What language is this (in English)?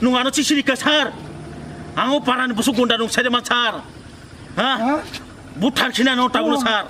Kok Borok